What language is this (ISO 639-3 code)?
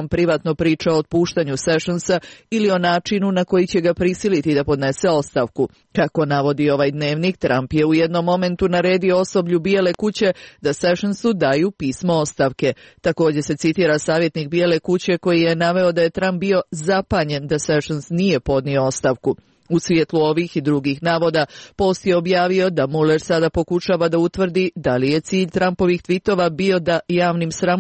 srp